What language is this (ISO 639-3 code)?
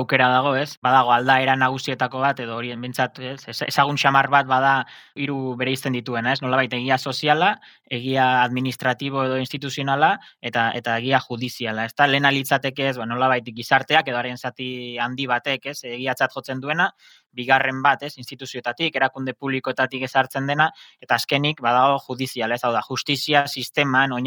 eus